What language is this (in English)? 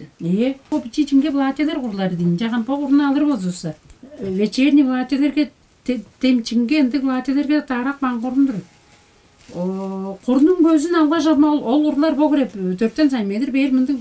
Tuvinian